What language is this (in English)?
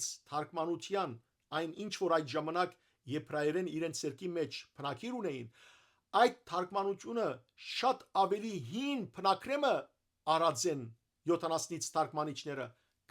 Western Armenian